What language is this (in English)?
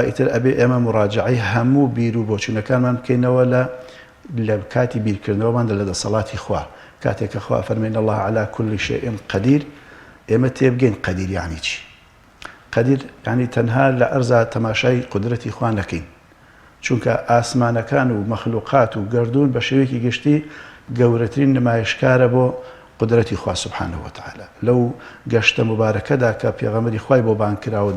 Central Kurdish